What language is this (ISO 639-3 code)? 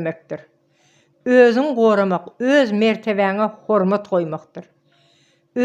tuk